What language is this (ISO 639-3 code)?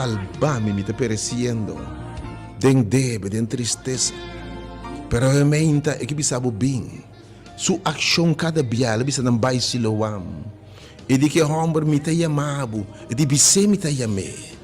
pap